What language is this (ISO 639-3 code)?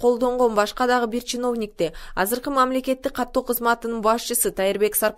kir